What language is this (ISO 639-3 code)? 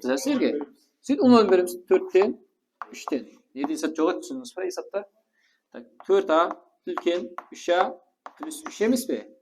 kaa